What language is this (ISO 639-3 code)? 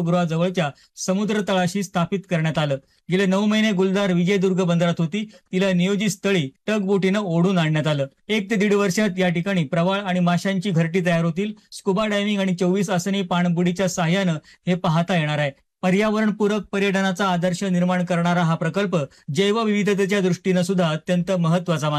mar